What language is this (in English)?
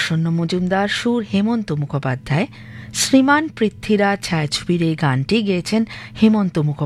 Bangla